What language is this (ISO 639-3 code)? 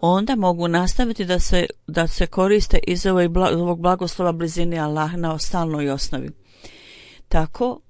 bos